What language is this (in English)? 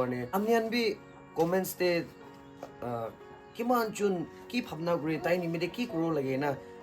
Naga Pidgin